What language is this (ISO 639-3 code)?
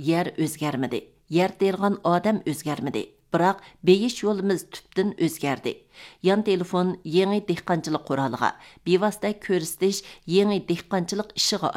uig